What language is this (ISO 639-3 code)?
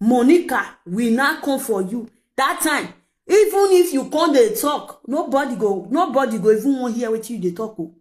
pcm